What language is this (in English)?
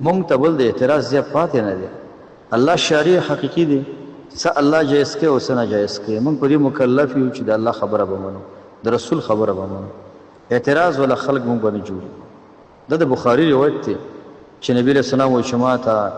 Pashto